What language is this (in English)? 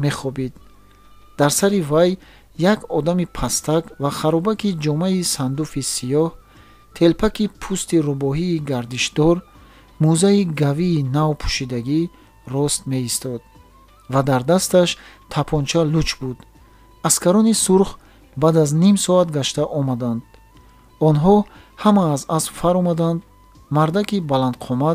Tajik